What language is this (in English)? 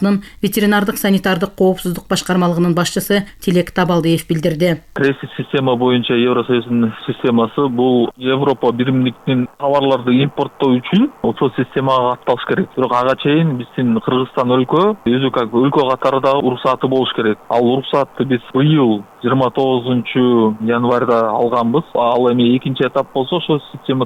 Kyrgyz